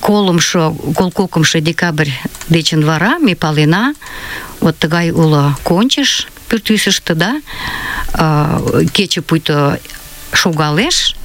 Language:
Mari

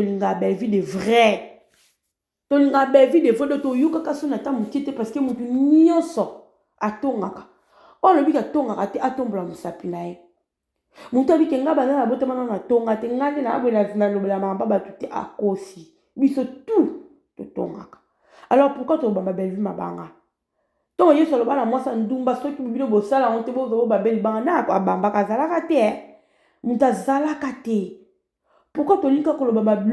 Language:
Lingala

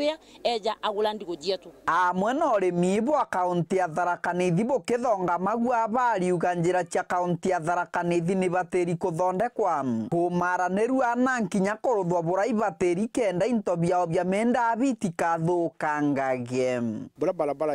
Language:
Meru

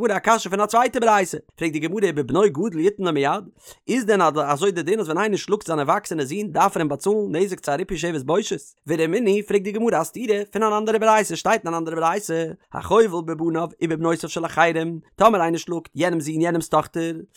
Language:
Yiddish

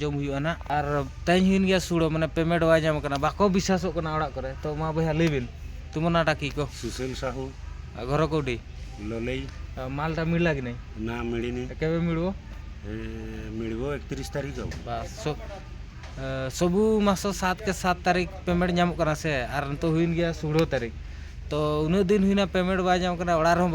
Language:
Santali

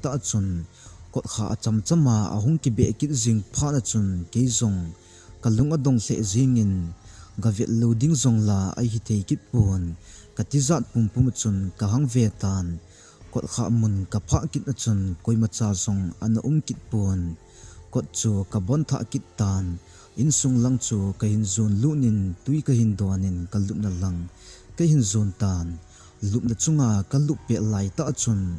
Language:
Thado Chin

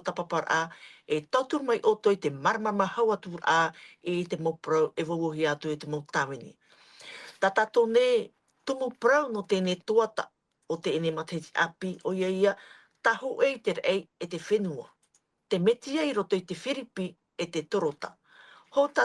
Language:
Tahitian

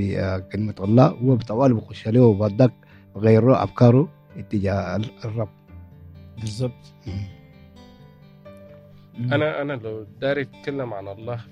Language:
Egyptian Arabic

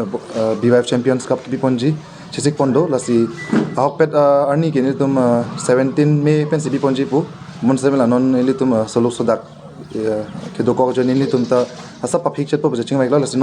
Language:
Karbi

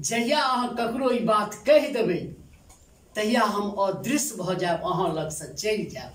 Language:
Maithili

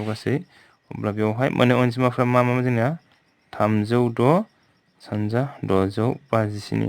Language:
Bodo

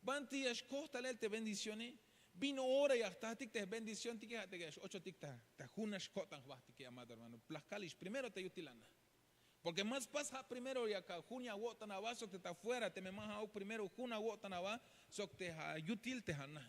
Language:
Tzeltal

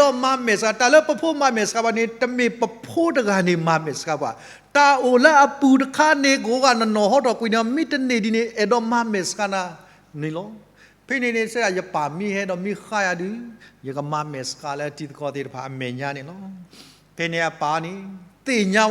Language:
S'gaw Karen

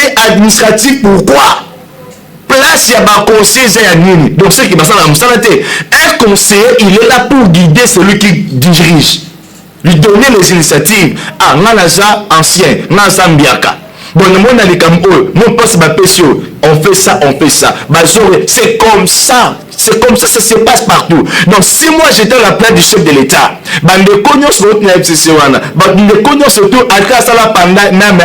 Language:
Lingala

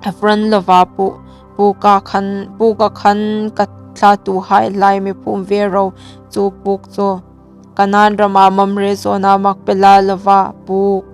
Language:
Hmar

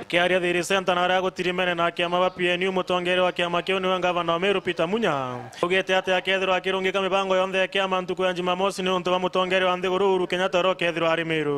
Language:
Meru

